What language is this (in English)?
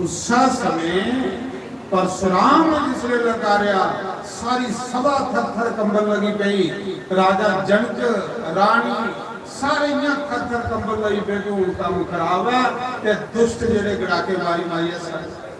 Dogri